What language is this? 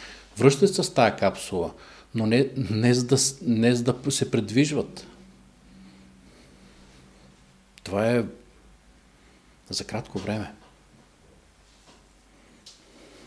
Bulgarian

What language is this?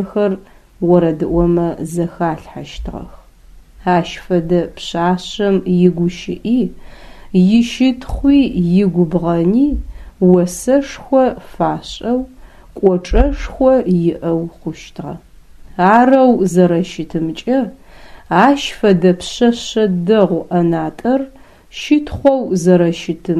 Adyghe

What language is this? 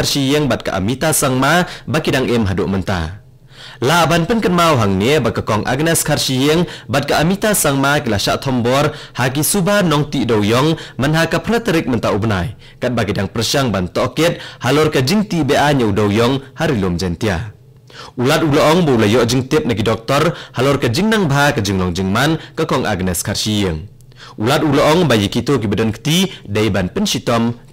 Khasi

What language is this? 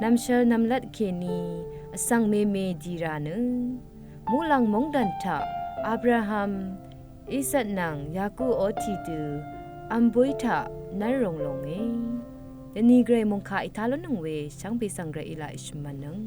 Rawang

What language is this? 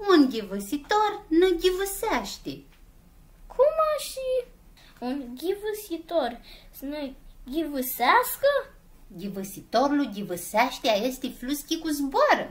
Aromanian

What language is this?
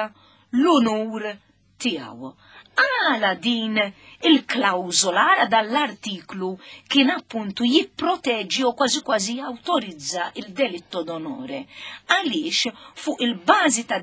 Maltese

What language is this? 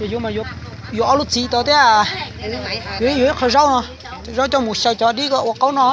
Hmong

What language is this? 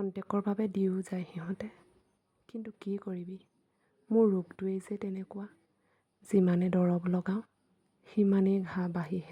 Assamese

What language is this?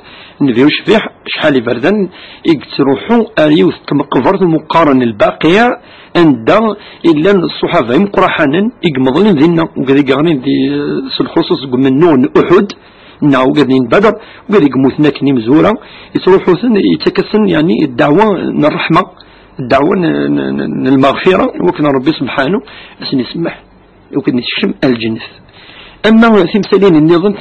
Kabyle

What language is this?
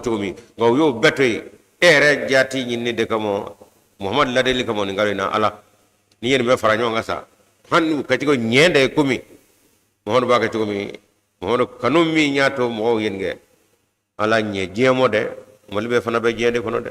Bambara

